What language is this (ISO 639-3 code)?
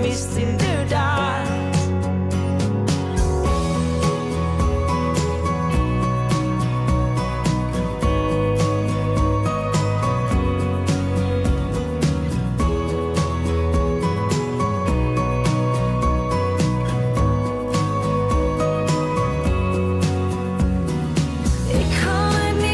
nld